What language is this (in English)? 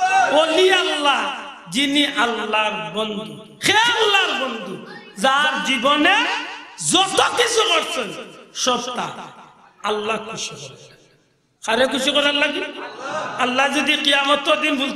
Sylheti